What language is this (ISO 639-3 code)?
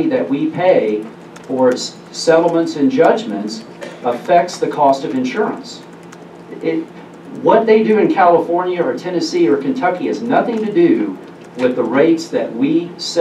eng